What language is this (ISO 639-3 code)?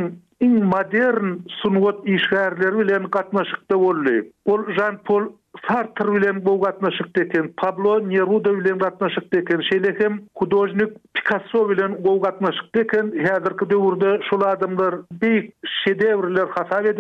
tuk